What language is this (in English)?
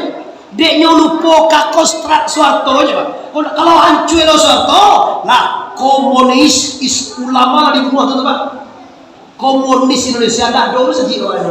Minangkabau